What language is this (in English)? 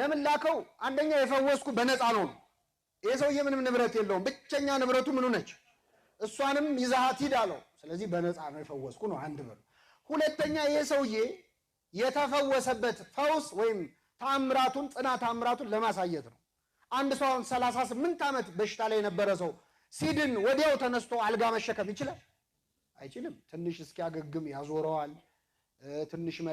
Amharic